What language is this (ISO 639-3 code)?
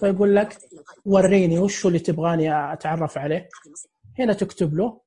ars